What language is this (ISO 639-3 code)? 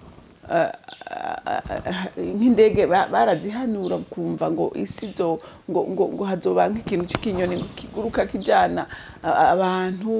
run